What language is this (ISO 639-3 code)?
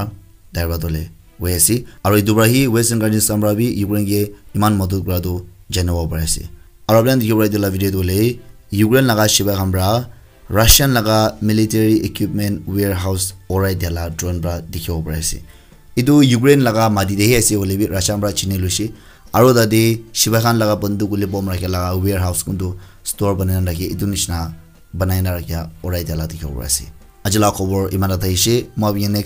nag